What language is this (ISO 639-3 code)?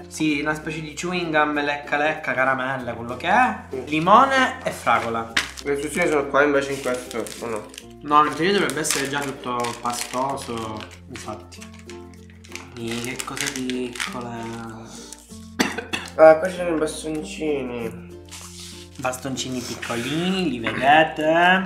ita